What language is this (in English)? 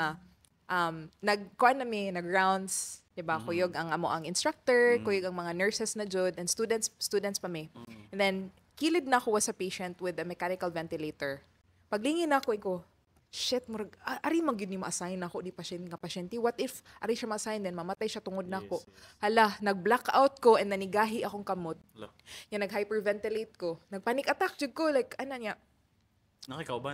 Cebuano